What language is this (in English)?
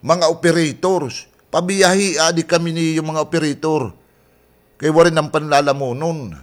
Waray